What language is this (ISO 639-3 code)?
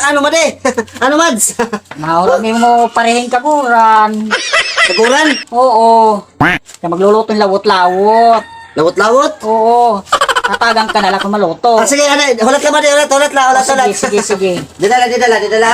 war